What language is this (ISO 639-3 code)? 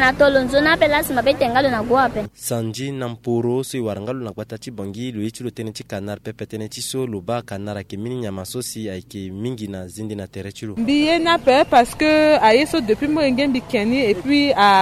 sag